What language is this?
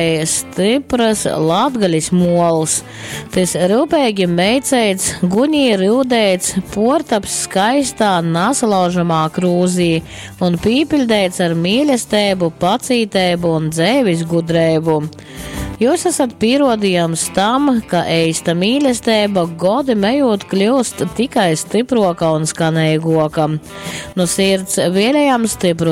Latgalian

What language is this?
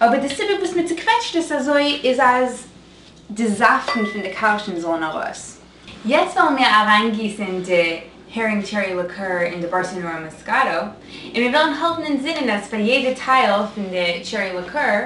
Yiddish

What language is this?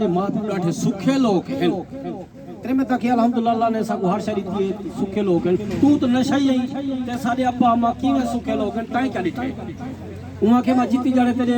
Saraiki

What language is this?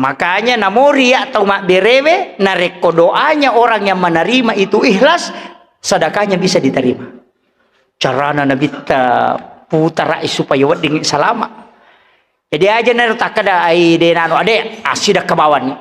Buginese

